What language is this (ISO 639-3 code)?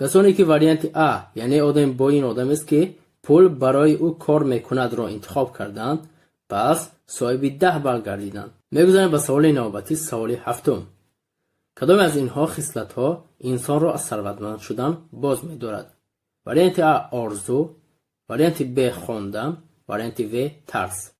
tgk